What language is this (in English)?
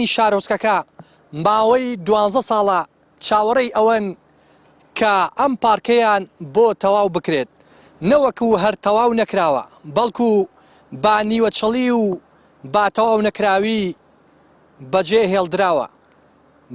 Central Kurdish